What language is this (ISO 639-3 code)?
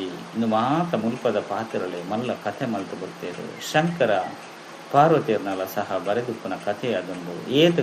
tcy